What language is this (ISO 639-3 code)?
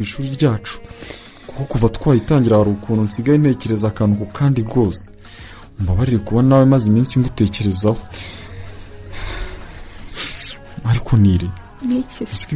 kin